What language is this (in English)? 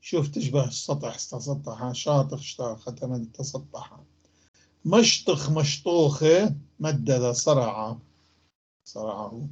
North Levantine Arabic